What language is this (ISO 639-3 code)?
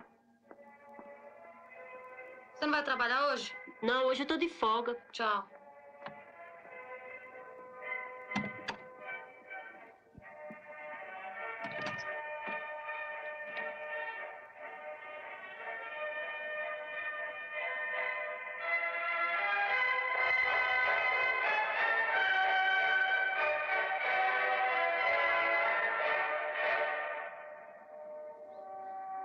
por